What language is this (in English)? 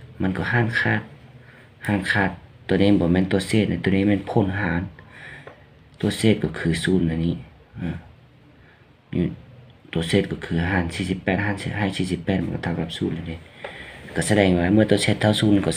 Thai